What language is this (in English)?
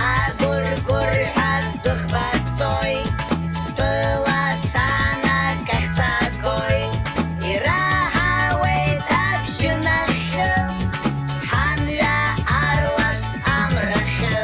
Abkhazian